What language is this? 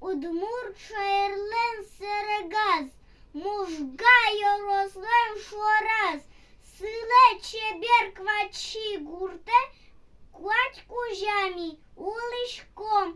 Udmurt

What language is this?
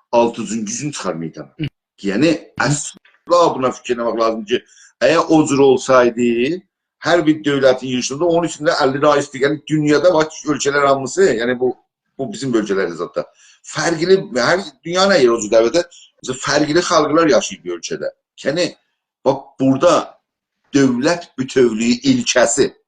South Azerbaijani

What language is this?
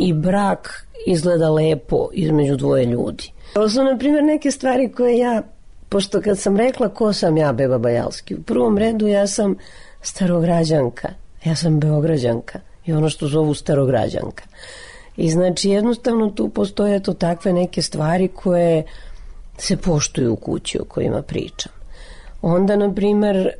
Serbian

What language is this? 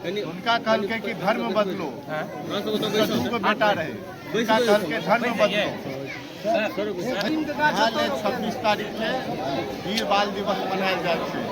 Maithili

